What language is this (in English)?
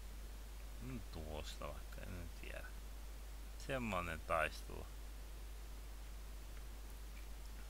Finnish